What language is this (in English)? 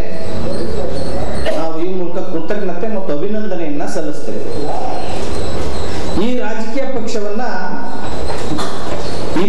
Kannada